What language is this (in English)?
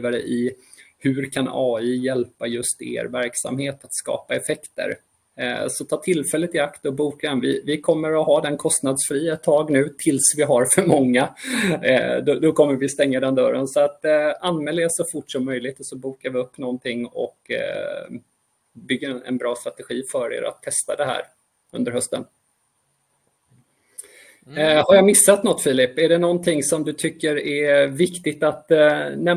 Swedish